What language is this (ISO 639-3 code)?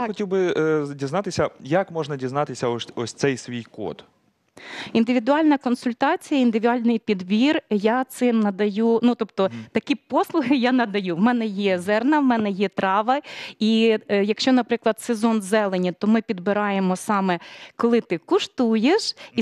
ukr